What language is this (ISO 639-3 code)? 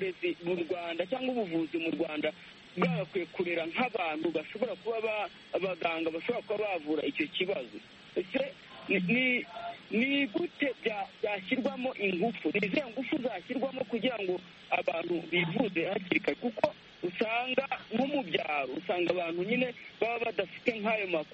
kin